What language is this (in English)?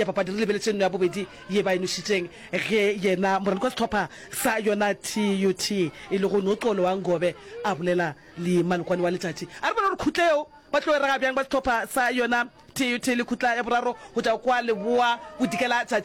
Northern Sotho